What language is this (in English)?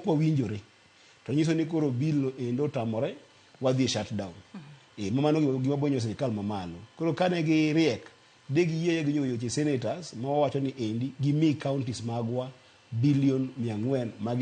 Luo (Kenya and Tanzania)